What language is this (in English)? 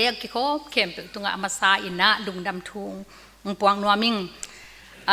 Tedim Chin